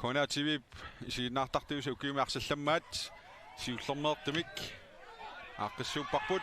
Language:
Kalaallisut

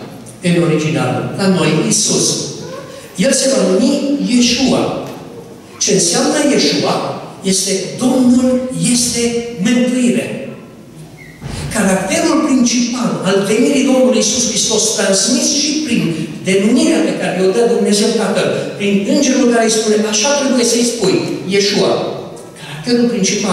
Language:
Romanian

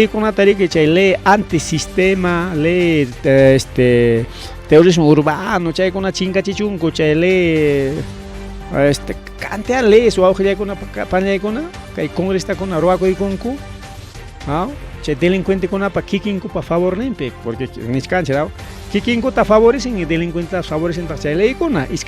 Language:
Ayacucho Quechua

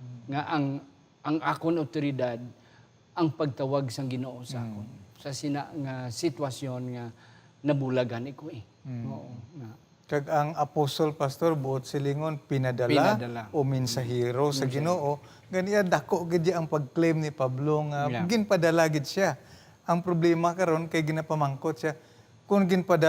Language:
Hiligaynon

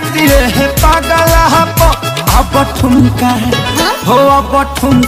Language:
Bhojpuri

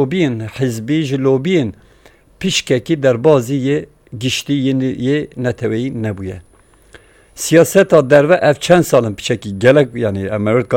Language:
Kurdish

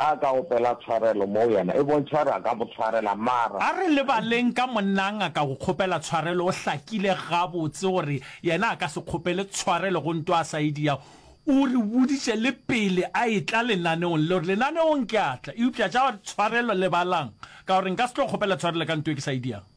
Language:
Northern Sotho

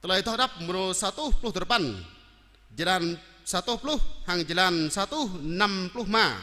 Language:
Jarai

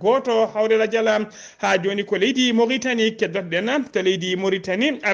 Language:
Fula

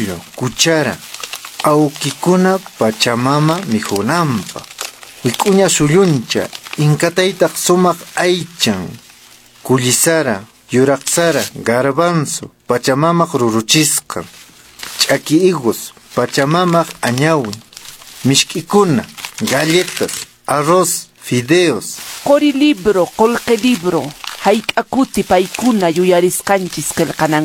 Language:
Quechua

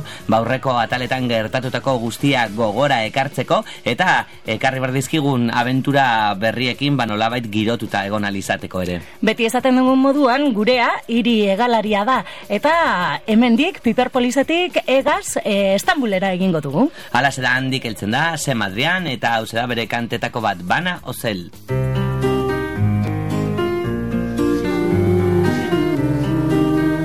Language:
Basque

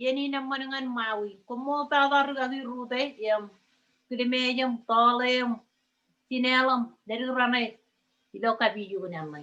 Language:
Marshallese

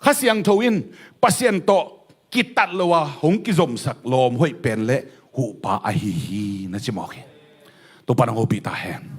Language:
Tedim Chin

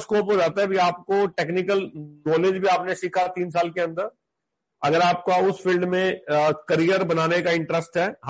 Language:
Hindi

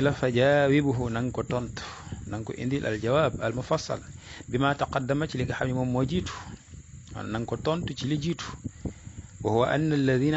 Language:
Wolof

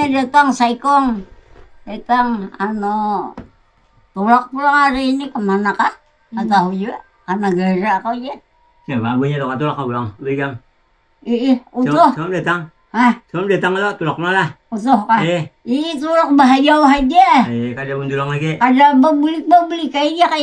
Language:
Banjar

